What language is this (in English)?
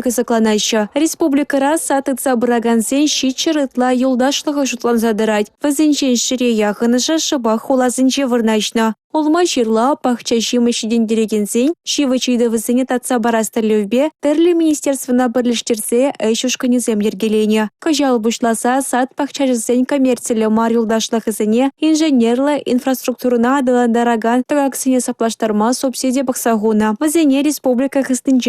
Chuvash